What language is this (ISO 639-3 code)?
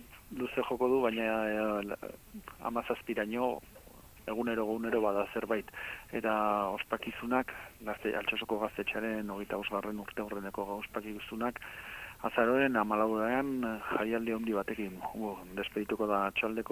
eus